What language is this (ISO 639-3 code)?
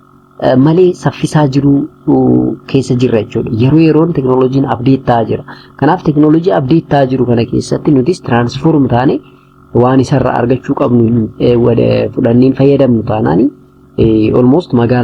orm